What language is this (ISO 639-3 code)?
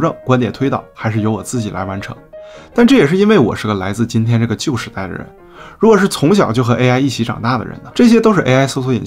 zho